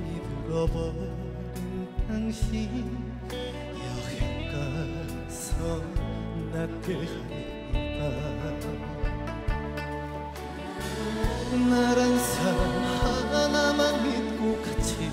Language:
Korean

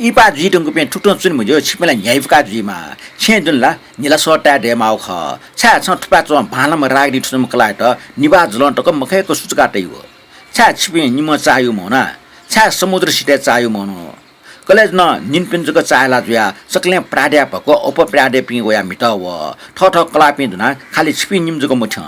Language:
Newari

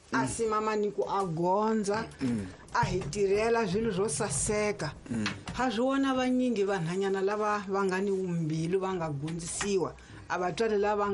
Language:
Tsonga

